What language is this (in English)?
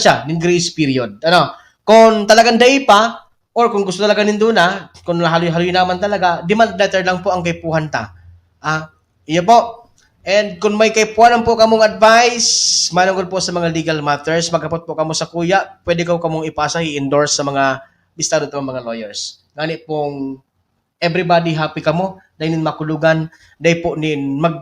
Bikol